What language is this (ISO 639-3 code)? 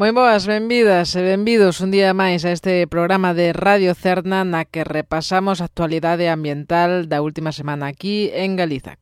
glg